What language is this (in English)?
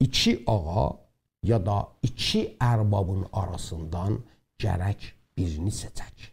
South Azerbaijani